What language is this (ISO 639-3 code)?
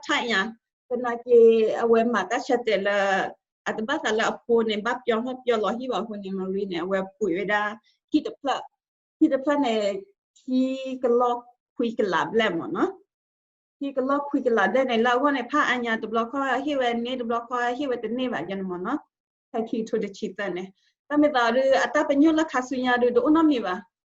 ksw